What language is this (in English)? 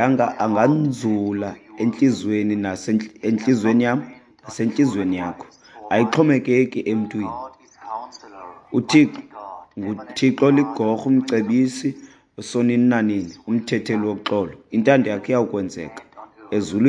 Xhosa